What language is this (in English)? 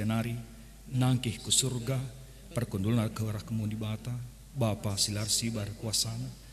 Batak Karo